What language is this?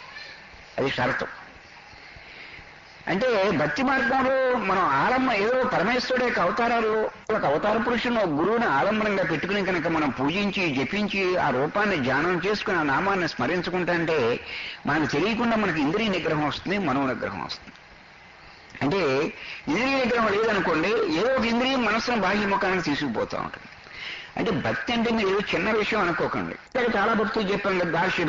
Telugu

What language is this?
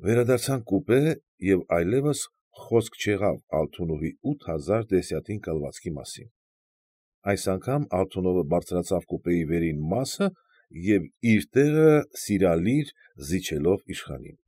Armenian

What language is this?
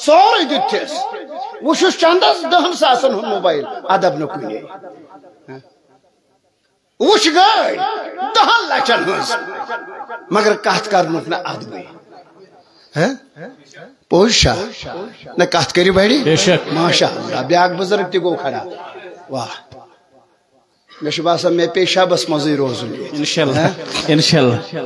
Kashmiri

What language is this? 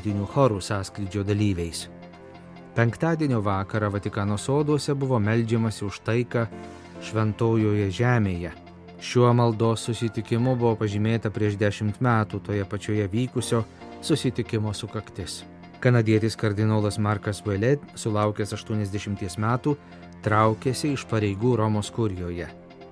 Lithuanian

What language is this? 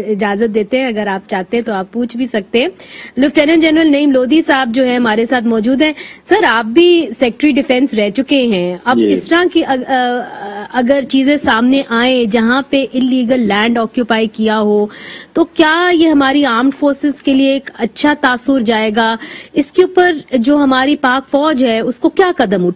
Urdu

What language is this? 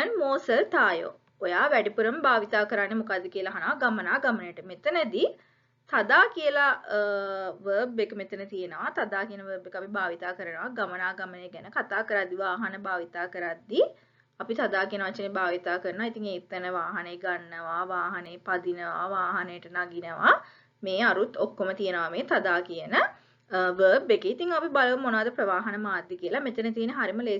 Sinhala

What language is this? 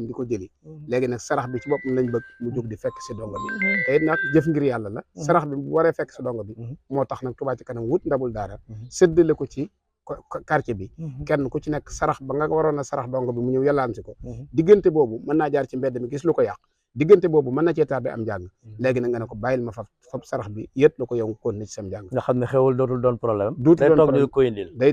Wolof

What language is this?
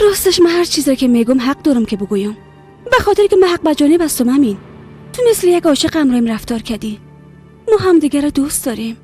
Persian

